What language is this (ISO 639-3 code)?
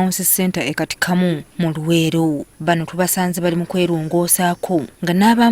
lug